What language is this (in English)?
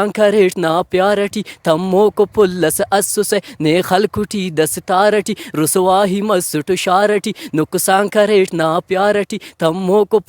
Brahui